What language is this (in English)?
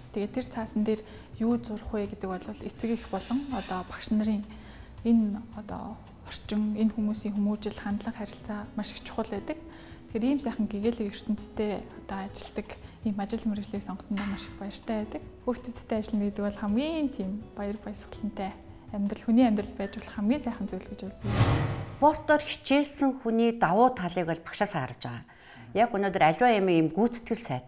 Mongolian